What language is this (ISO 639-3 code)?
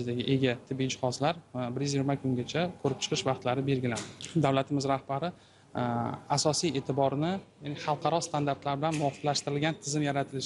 uzb